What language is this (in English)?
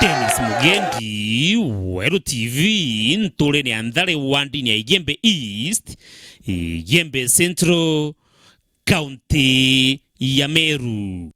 Meru